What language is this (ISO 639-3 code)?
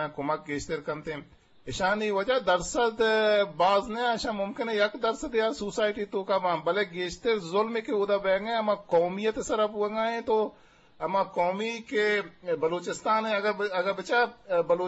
bgp